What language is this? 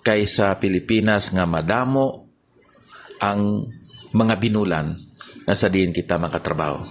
Hiligaynon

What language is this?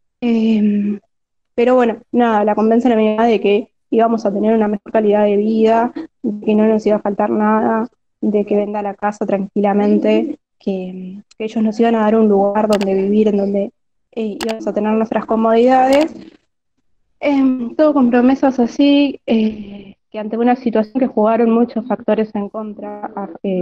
Spanish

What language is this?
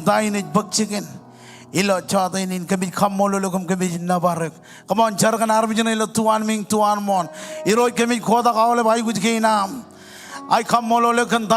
Marshallese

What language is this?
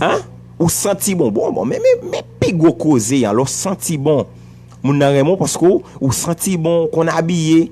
Haitian Creole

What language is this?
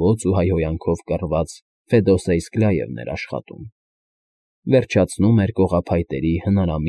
Armenian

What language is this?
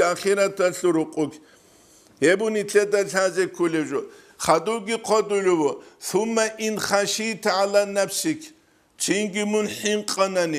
Avaric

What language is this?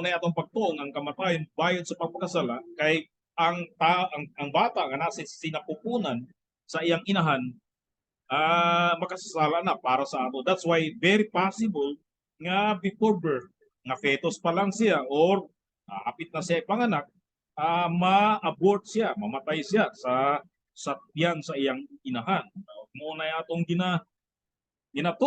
Cebuano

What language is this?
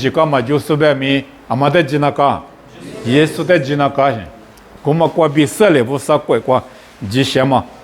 Lisu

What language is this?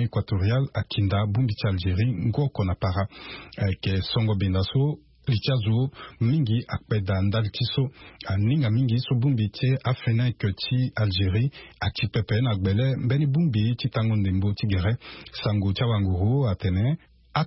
Sango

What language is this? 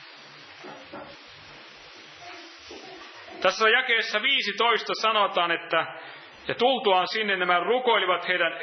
Finnish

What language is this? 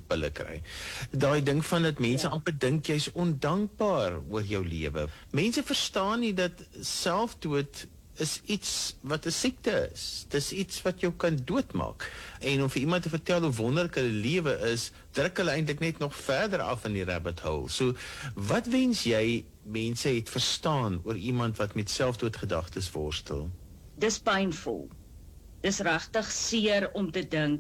Afrikaans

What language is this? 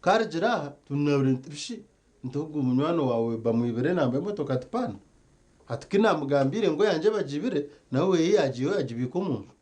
Nyankole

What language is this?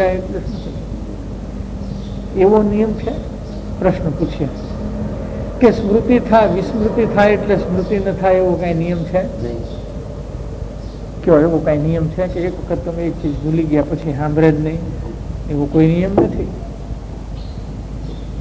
Gujarati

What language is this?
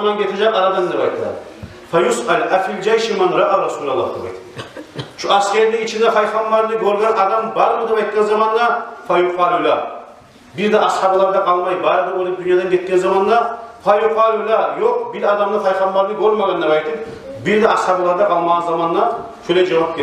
Kumyk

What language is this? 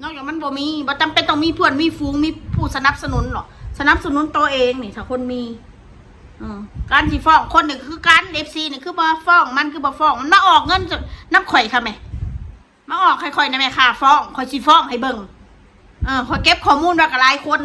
Northeastern Thai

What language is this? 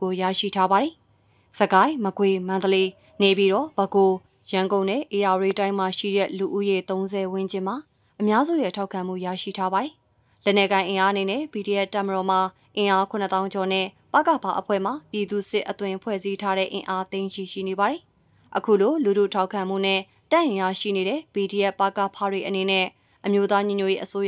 Burmese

